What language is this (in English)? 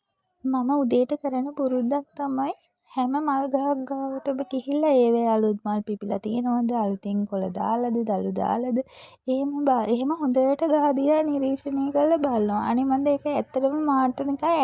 Sinhala